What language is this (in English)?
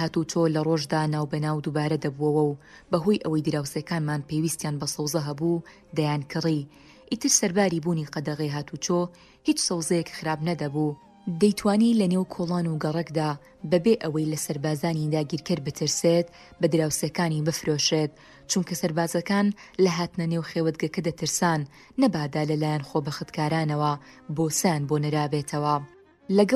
Central Kurdish